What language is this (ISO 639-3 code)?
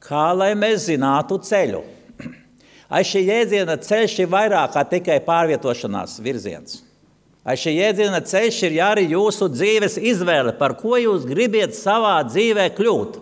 lav